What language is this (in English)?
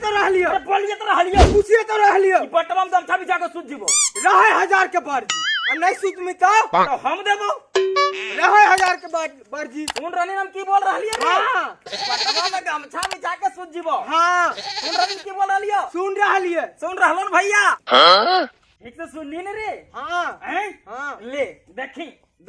Magahi